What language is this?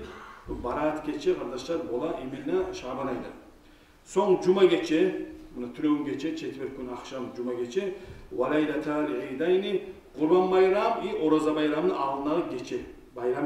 Kumyk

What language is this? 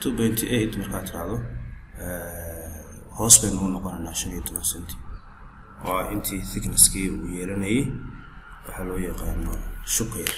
Somali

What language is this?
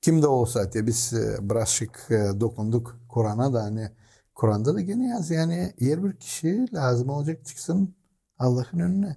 Gagauz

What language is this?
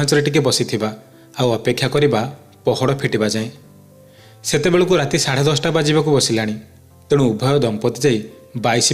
Odia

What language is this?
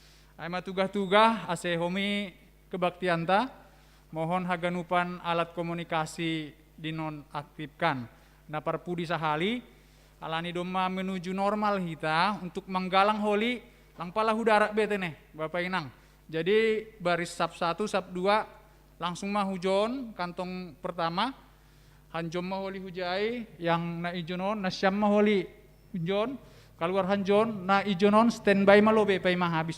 Batak Simalungun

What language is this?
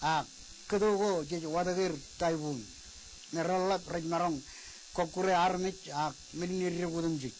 Marshallese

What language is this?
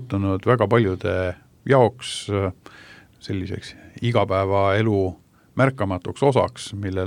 Estonian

